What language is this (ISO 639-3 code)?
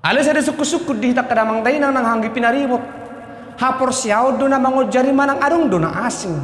bbc